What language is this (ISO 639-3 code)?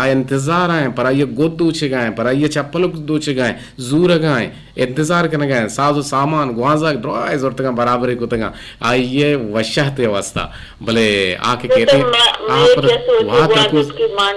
bgp